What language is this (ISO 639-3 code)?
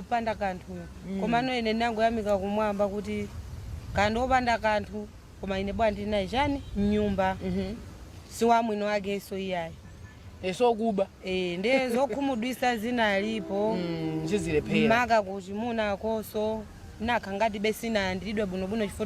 nya